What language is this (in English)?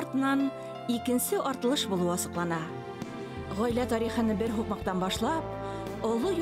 Bashkir